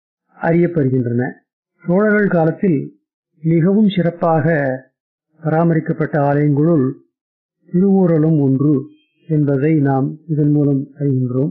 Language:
Tamil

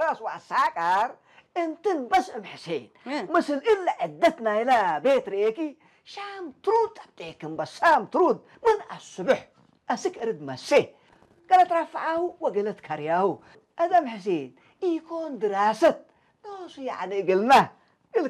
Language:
Tigrinya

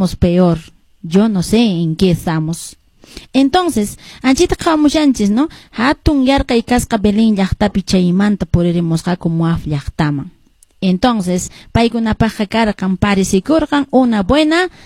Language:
Quechua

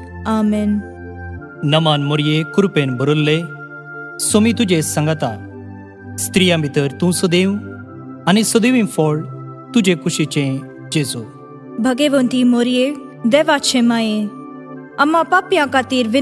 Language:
Konkani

